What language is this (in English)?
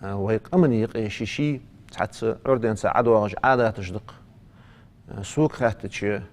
Ingush